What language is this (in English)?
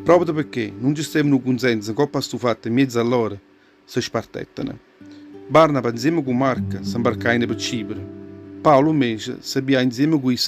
Neapolitan